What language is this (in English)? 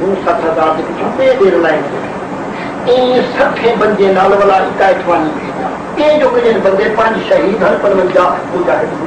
Saraiki